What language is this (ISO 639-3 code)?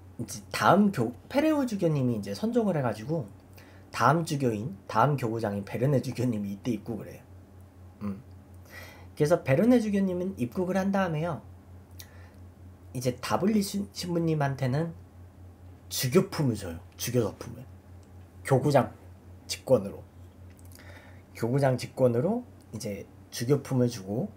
kor